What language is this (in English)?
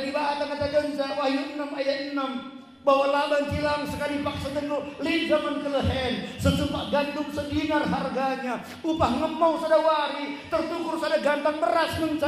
Batak Karo